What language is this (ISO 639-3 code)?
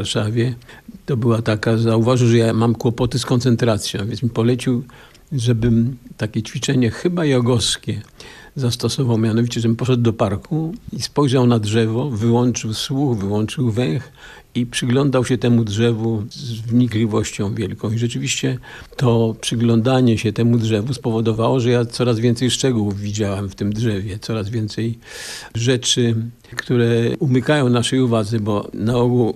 pol